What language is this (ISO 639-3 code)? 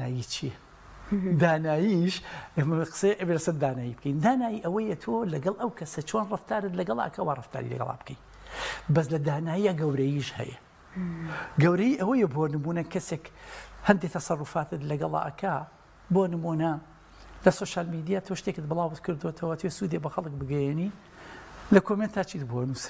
ckb